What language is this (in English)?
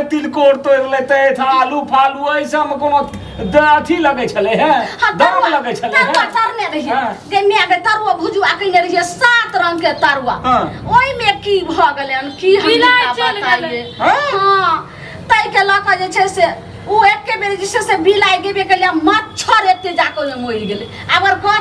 Maithili